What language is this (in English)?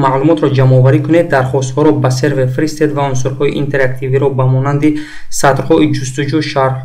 Tajik